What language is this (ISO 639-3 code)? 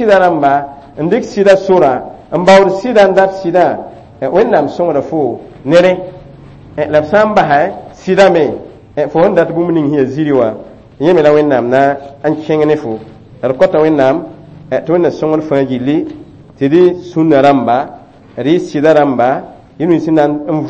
mos